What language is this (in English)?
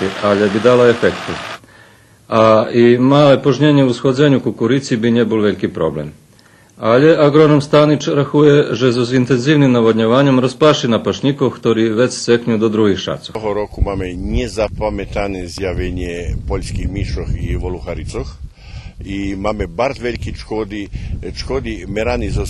Rusyn